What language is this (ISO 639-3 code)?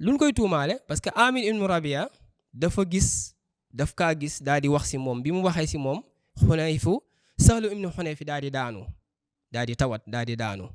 wol